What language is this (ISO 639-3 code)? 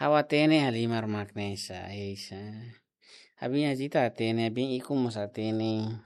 tet